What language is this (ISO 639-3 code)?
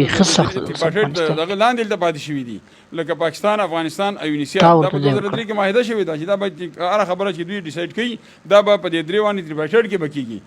pus